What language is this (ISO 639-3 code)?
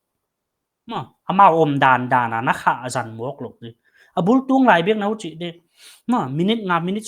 pck